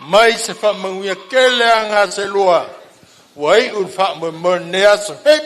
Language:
Samoan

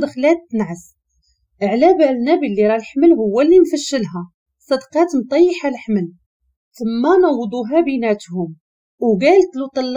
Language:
Moroccan Arabic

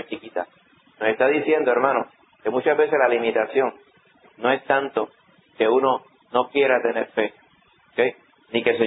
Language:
Spanish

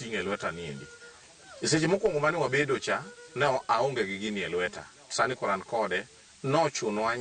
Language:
Luo (Kenya and Tanzania)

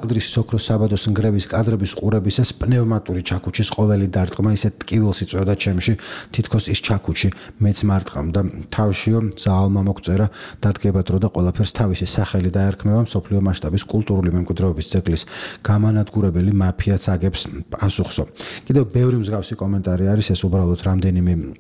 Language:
Georgian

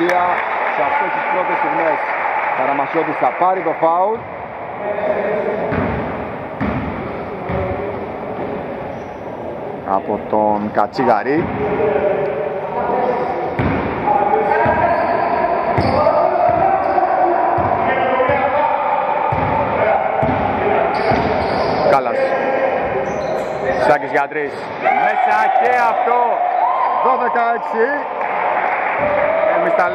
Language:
Greek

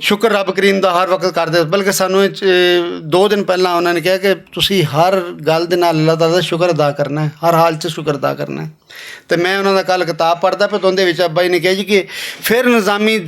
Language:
Western Panjabi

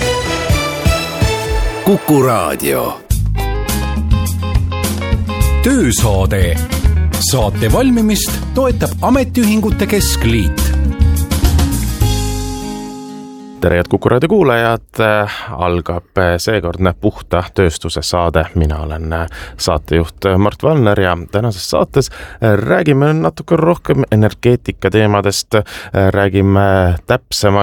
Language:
Estonian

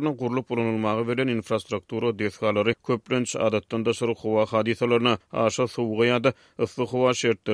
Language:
Turkmen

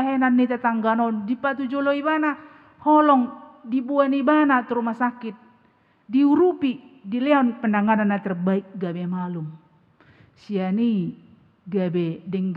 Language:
Batak Toba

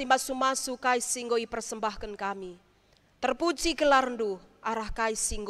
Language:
Batak Karo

